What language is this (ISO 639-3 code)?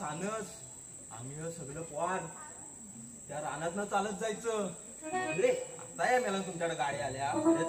mar